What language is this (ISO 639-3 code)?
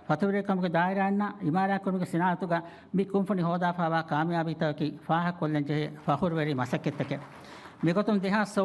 div